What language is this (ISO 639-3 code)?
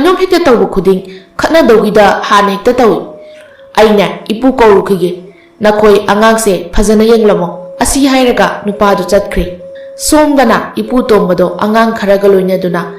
mni